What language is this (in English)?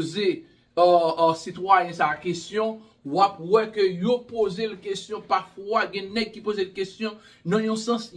Haitian Creole